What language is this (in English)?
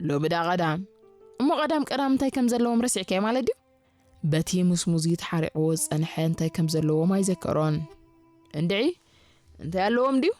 Tigrinya